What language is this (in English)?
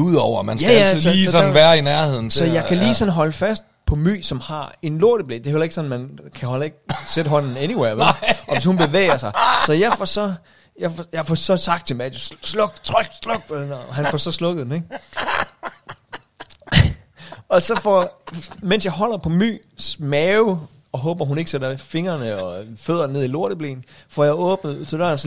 Danish